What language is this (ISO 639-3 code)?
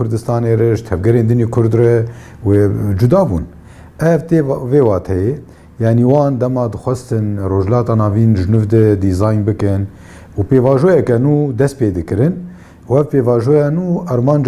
kur